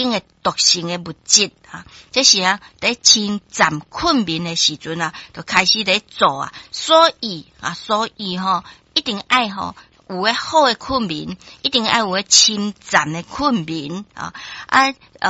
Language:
Min Nan Chinese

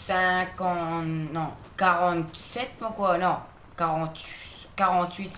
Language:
Morisyen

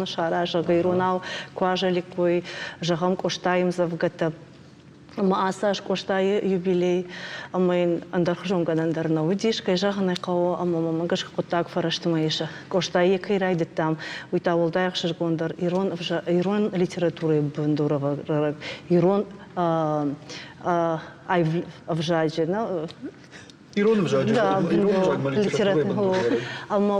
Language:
Ossetic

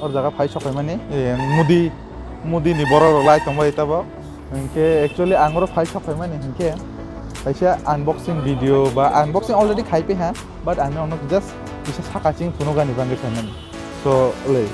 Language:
Kok Borok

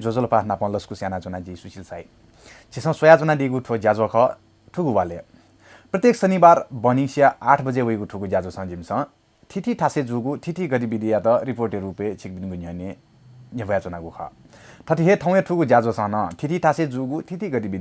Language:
Newari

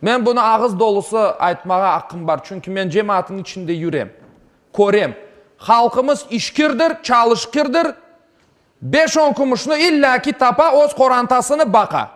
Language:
Crimean Tatar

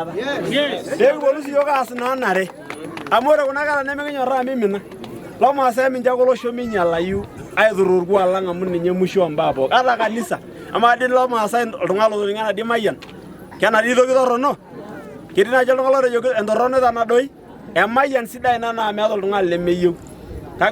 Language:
Masai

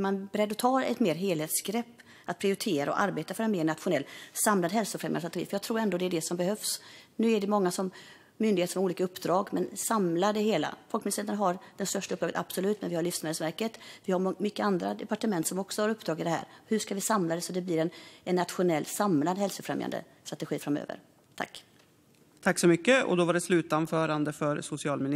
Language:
Swedish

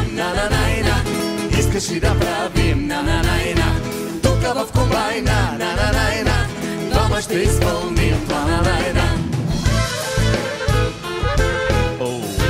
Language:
Bulgarian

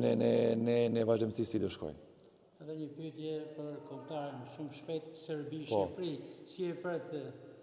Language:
Albanian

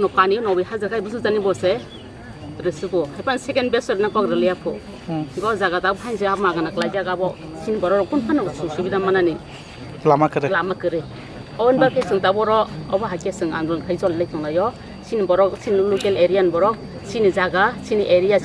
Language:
Kok Borok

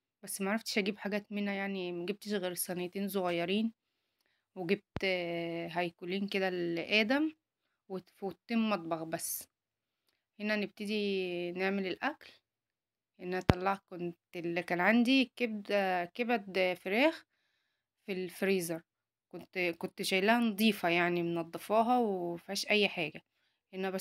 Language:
Egyptian Arabic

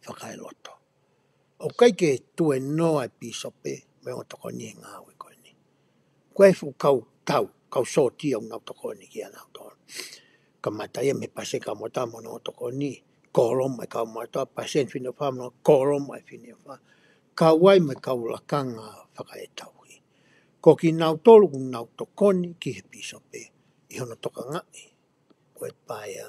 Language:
Tongan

